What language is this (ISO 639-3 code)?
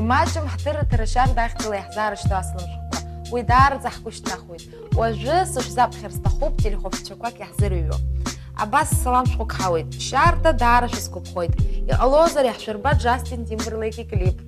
abk